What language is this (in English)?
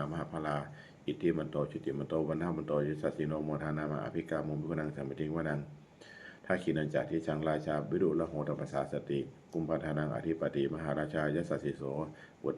Pali